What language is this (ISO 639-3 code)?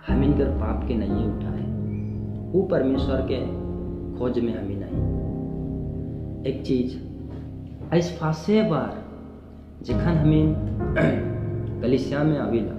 sck